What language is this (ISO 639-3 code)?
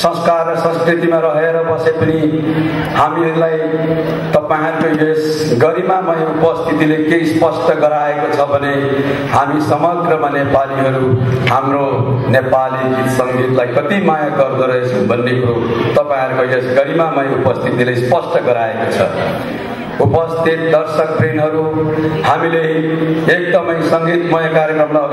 nep